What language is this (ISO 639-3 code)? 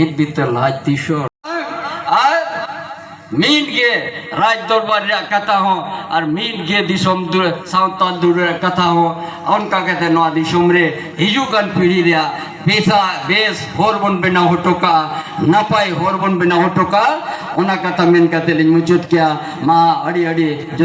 sat